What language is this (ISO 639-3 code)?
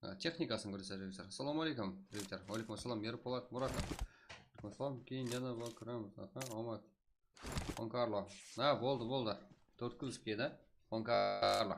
kaa